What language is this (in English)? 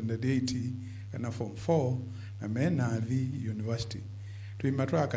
Kamba